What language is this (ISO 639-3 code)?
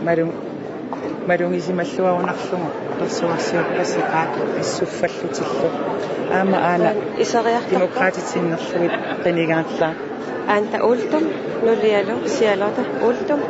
kal